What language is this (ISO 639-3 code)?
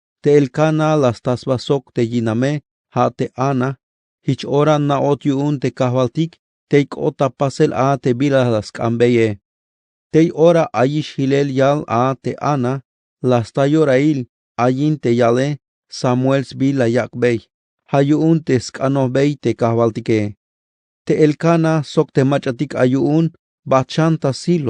tzh